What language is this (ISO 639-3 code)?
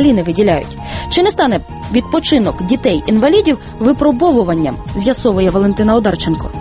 ukr